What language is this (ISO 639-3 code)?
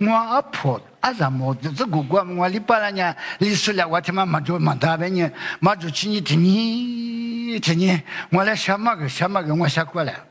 lis